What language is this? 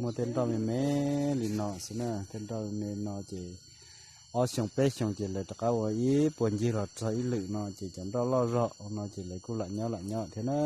Hmong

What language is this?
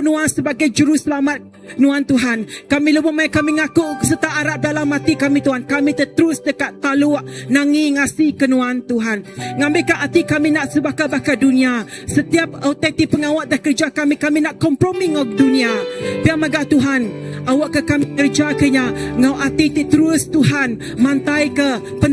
Iban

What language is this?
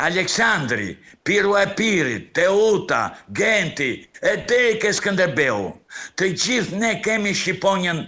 Albanian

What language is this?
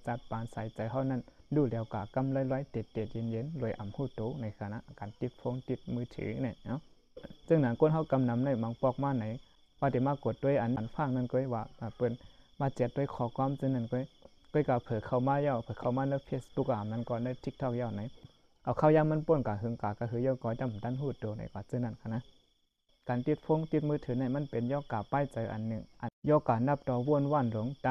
Shan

